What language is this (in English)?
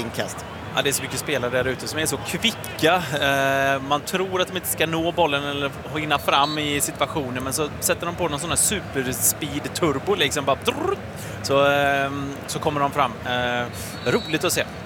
Swedish